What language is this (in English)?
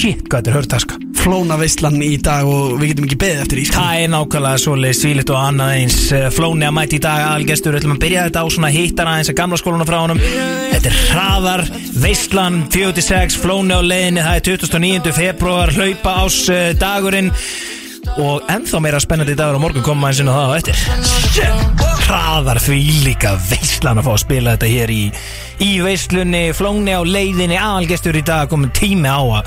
Icelandic